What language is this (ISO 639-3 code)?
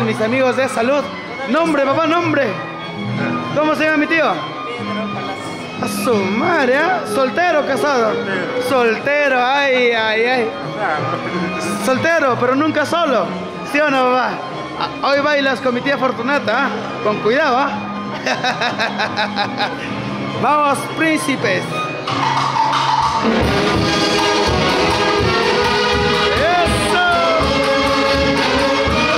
spa